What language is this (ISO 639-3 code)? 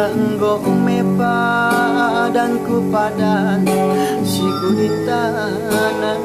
btx